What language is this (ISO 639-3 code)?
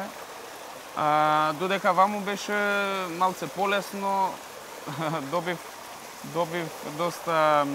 mkd